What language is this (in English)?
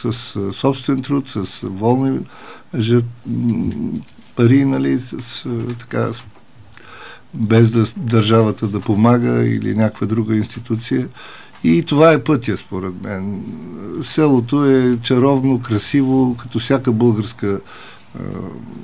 Bulgarian